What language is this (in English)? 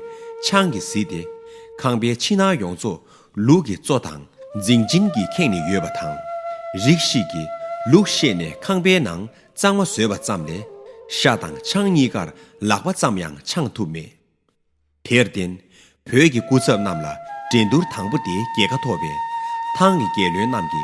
Tibetan